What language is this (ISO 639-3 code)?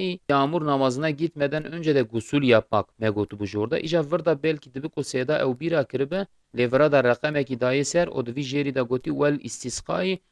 kur